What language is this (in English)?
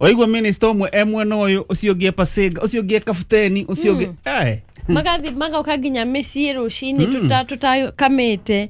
Kikuyu